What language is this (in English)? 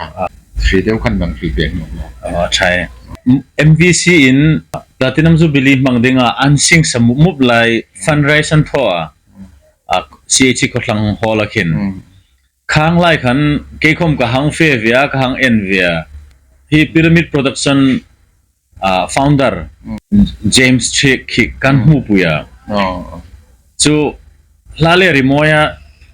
Hmar